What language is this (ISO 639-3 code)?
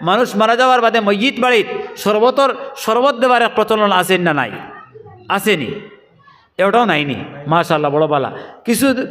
syl